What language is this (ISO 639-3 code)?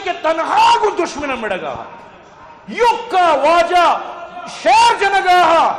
bgp